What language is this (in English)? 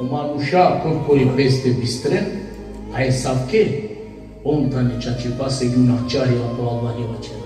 Balkan Romani